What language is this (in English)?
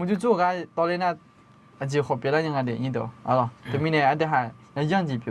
Akha